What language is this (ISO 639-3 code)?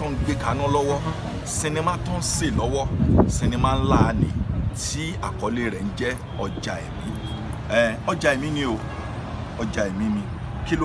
yor